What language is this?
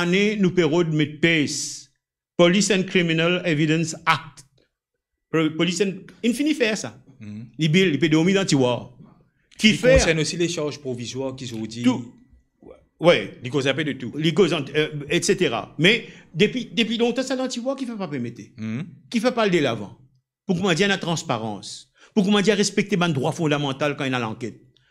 Morisyen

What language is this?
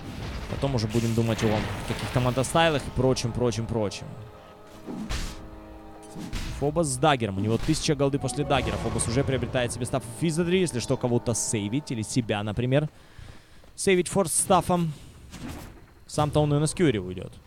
Russian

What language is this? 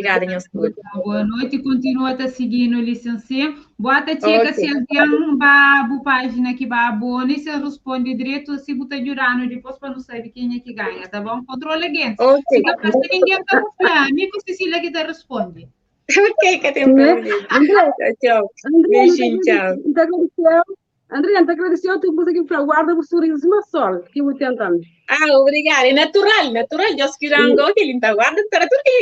Kabuverdianu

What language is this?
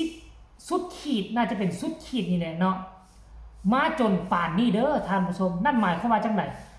Northeastern Thai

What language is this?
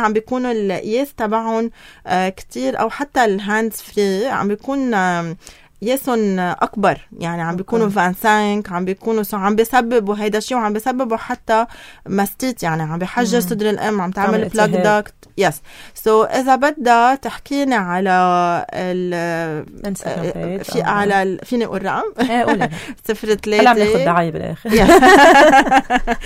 North Levantine Arabic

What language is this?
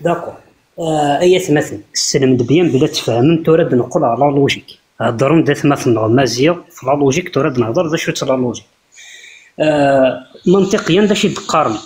Kabyle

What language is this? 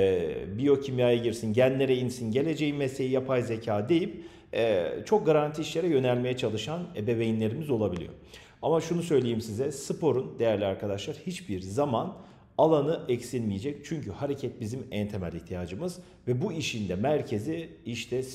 Turkish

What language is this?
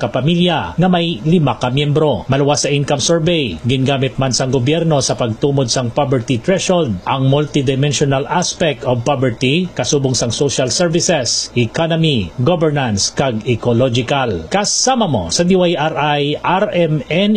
Hiligaynon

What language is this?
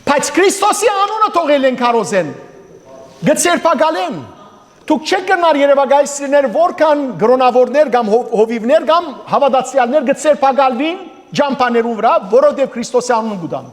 Western Armenian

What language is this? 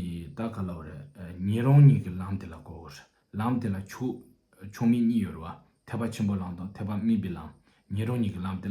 Tibetan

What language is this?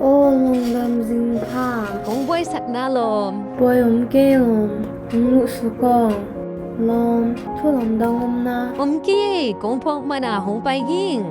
Tedim Chin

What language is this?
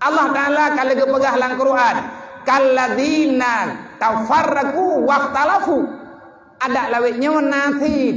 Achinese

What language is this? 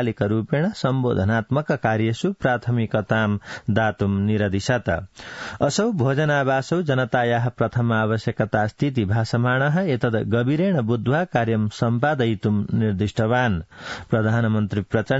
Sanskrit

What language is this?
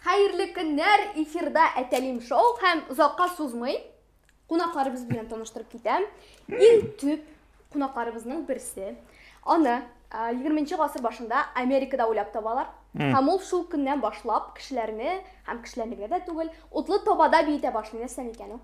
Tatar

